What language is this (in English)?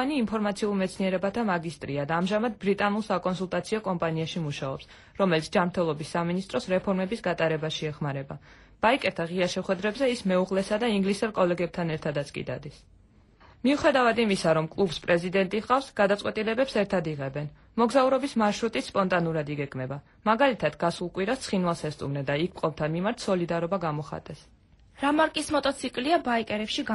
Georgian